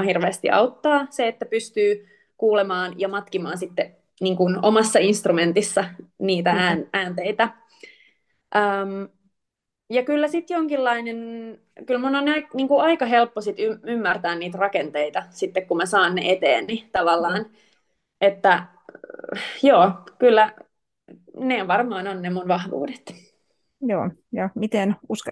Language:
Finnish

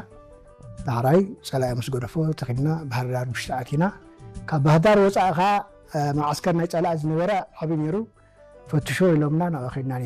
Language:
Tigrinya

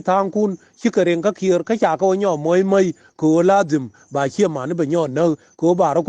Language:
Nuer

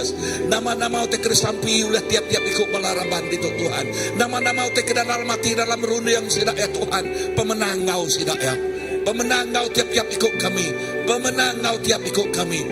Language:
Iban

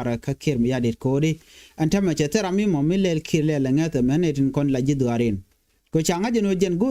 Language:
Nuer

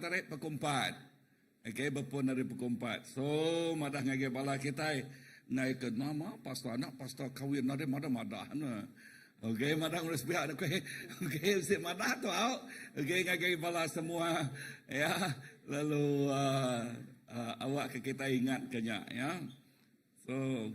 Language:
Iban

